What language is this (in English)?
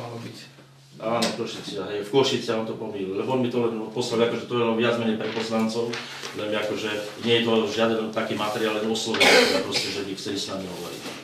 Slovak